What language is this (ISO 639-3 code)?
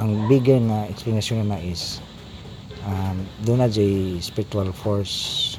ceb